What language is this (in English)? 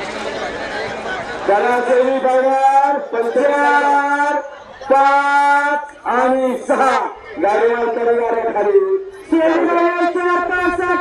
Marathi